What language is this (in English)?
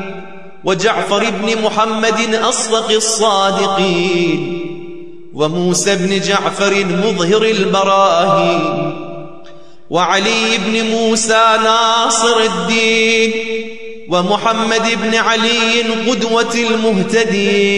Arabic